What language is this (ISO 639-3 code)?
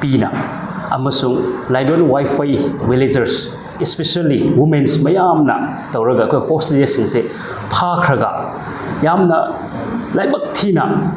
mni